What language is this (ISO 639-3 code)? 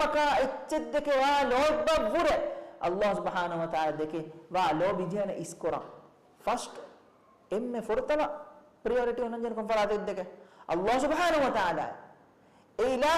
div